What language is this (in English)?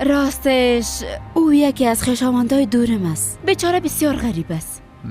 Persian